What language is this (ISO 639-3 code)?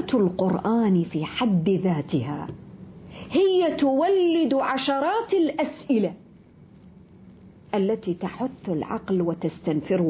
ara